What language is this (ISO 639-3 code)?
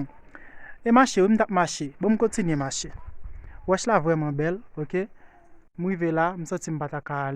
hat